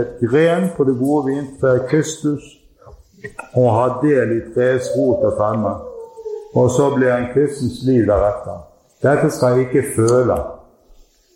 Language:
Norwegian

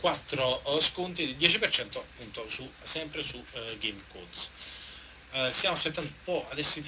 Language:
Italian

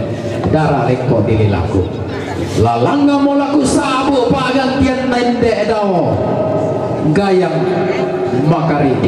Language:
Toraja-Sa'dan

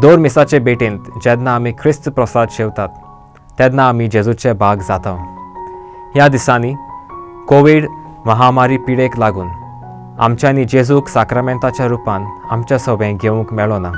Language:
Konkani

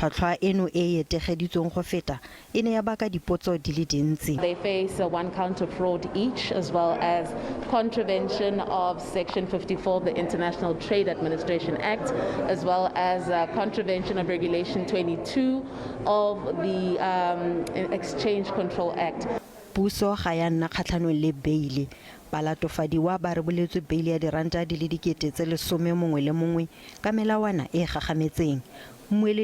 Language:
Tswana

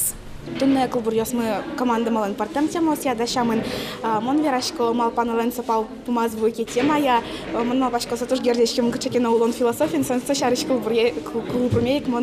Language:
Udmurt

